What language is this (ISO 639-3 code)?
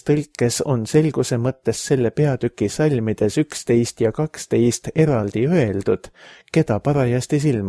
est